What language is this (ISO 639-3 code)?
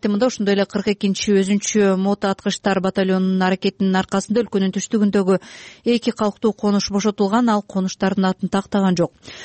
kir